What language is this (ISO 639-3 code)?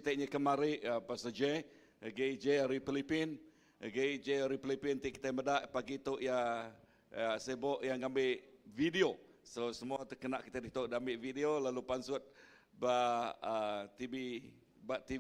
iba